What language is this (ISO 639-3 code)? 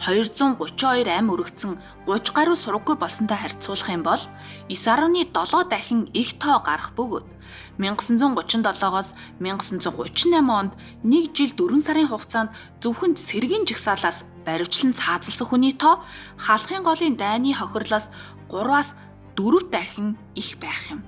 mon